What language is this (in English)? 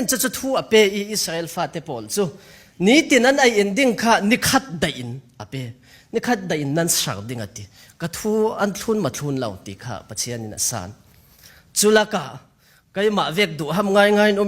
Falam Chin